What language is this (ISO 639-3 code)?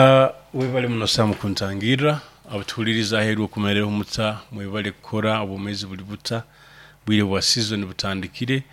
nyo